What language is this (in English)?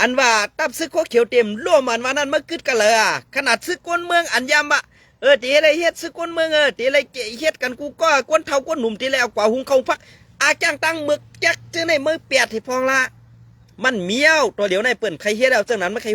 Shan